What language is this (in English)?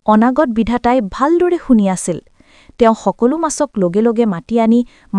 Assamese